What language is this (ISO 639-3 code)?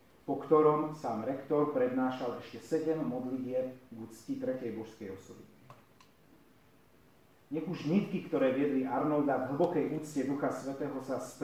slk